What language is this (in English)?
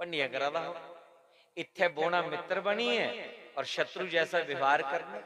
Dogri